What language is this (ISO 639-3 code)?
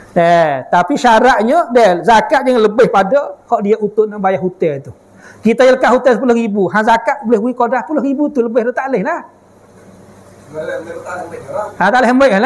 msa